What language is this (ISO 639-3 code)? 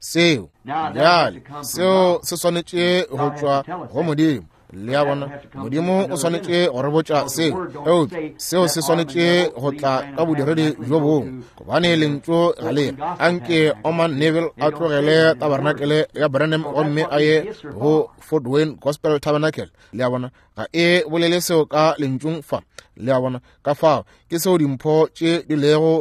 nso